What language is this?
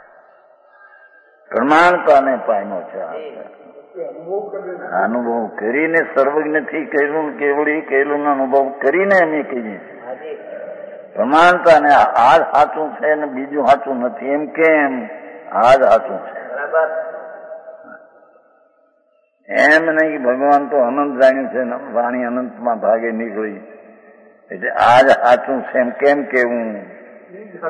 Gujarati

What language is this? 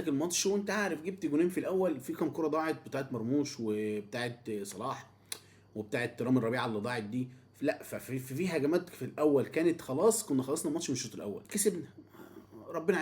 Egyptian Arabic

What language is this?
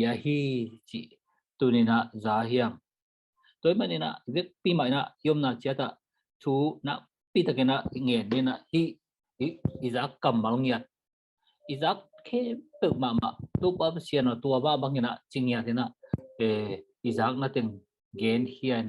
Tedim Chin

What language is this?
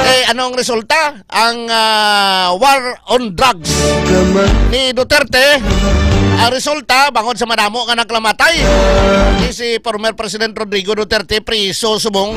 Hiligaynon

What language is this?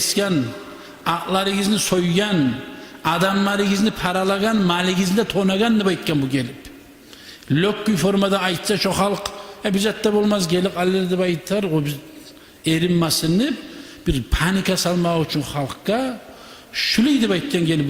Kumyk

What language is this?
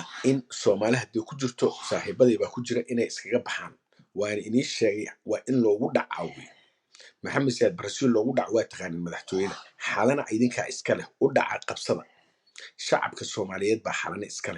Somali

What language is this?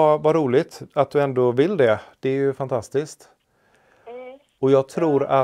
Swedish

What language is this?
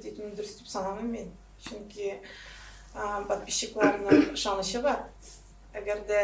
Tatar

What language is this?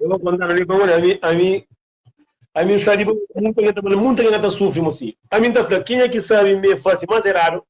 Kabuverdianu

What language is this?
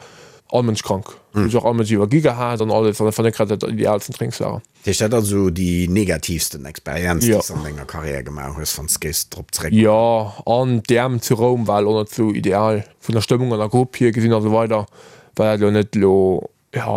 Luxembourgish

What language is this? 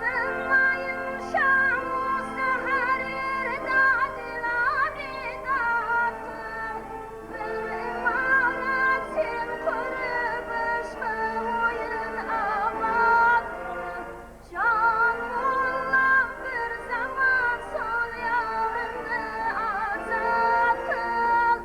Kara-Kalpak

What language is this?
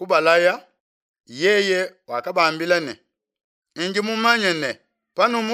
Luba-Lulua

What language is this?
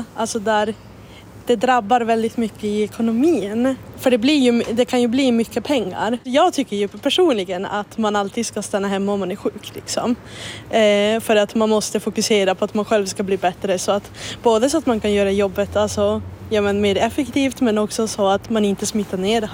Swedish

